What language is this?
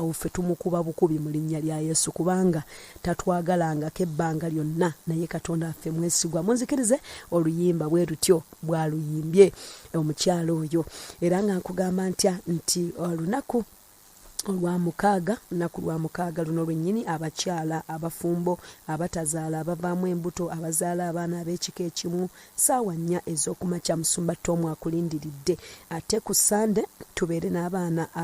Ganda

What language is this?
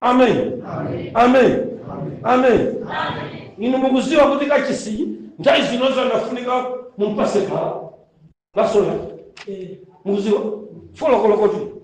Nyanja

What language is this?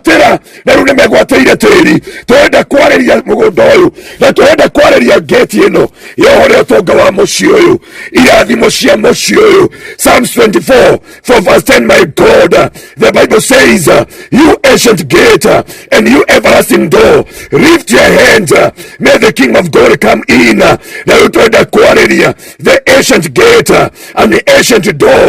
Kikuyu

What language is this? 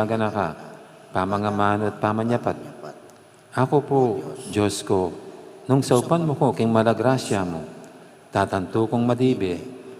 Pampanga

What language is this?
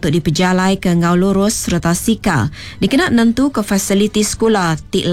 Iban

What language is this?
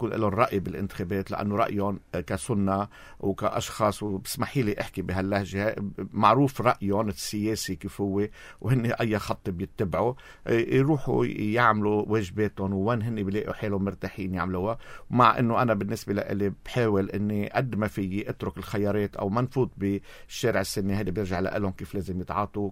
North Levantine Arabic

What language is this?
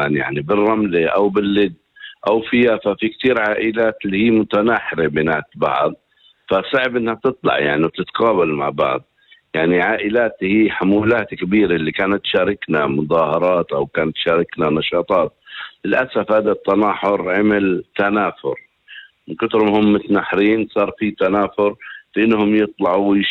North Levantine Arabic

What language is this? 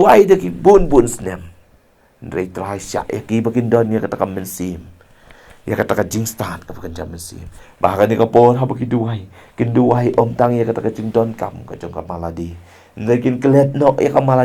Khasi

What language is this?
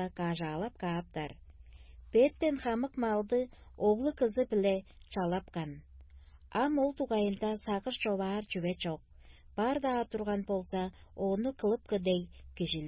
Tuvinian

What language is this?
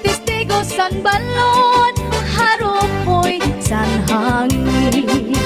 Waray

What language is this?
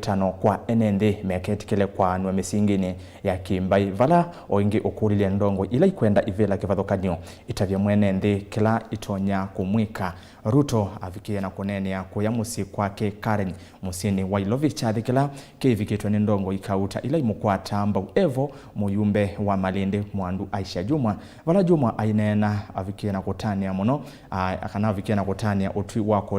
Kamba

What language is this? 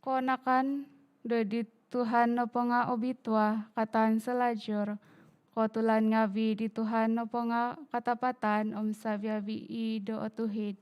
Central Dusun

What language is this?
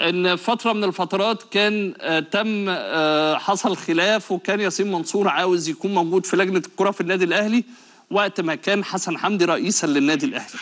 Egyptian Arabic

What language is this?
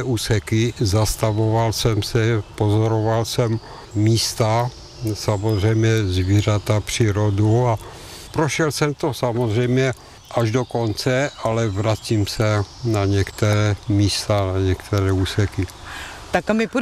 Czech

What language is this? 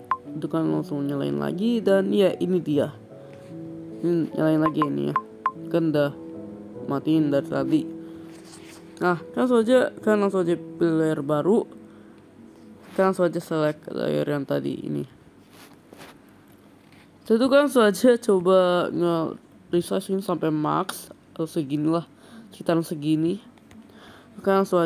Indonesian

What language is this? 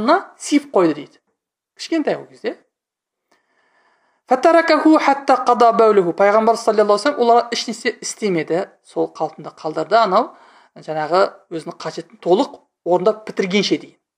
Kazakh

